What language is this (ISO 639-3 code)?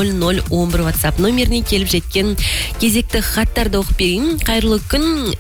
kaz